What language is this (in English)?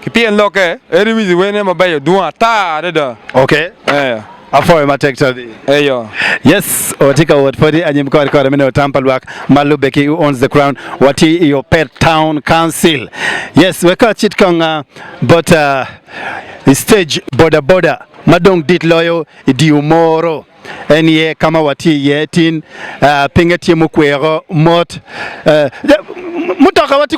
Acoli